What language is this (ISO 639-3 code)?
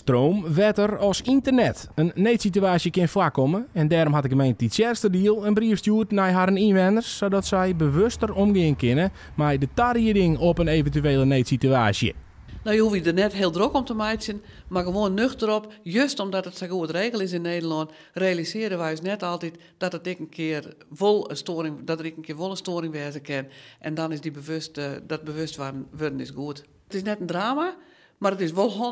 fry